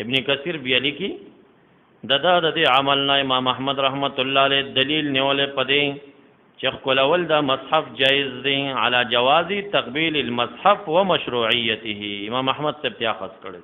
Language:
Pashto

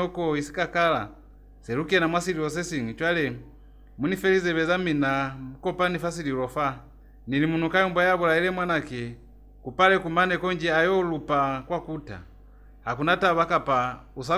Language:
Lozi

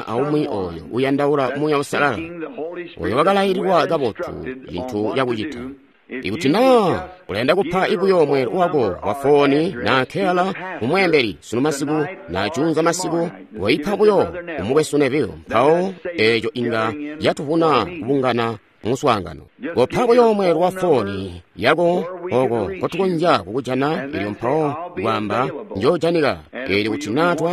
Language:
Tonga (Zambia)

